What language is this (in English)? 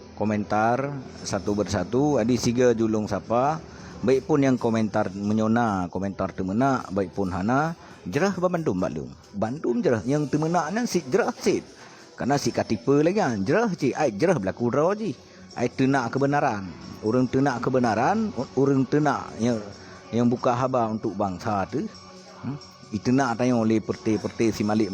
Achinese